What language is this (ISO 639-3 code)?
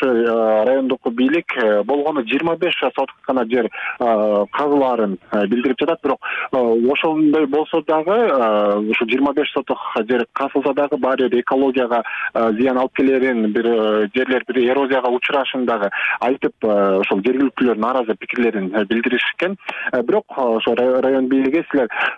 kir